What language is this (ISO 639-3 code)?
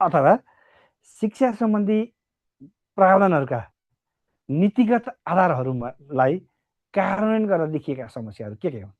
nep